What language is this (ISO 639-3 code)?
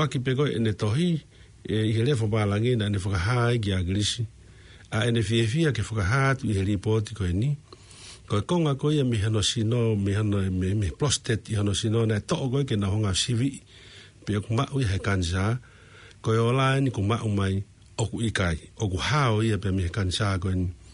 ton